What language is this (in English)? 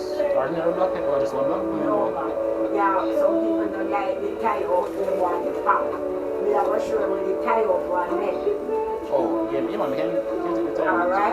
Jamaican Creole English